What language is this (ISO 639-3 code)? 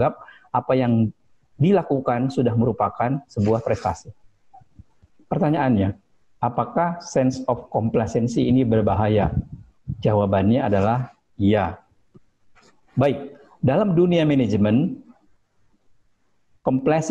ind